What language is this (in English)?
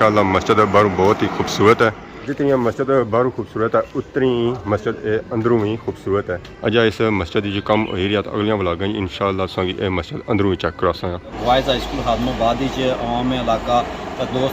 Pahari-Potwari